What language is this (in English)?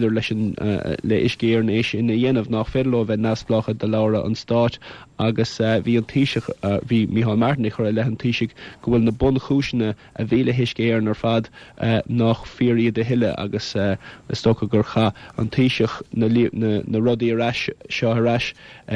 Irish